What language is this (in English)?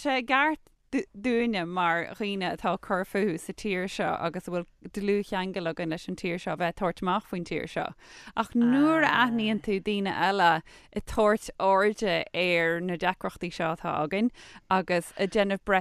Irish